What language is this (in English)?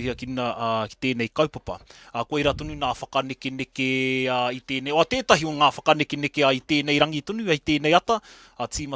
Māori